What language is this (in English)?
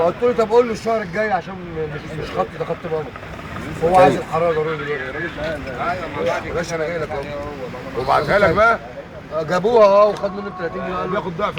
Egyptian Arabic